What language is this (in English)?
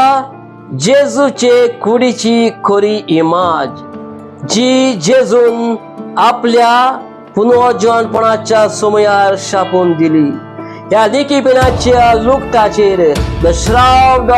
Konkani